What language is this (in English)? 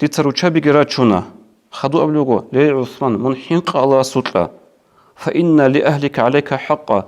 Avaric